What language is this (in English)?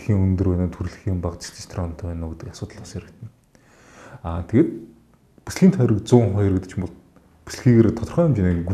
Mongolian